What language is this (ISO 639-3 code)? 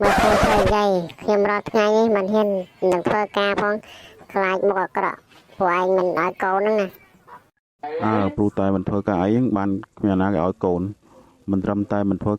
khm